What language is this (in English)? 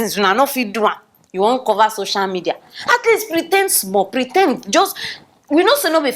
Nigerian Pidgin